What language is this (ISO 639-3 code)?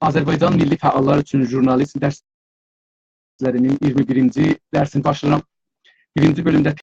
azb